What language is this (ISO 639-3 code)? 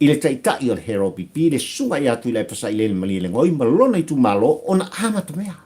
smo